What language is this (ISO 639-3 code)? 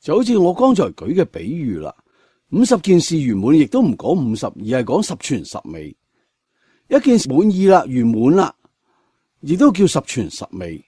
yue